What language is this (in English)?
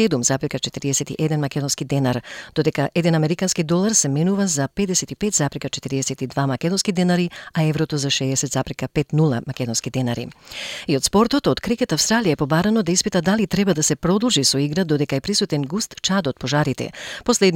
Macedonian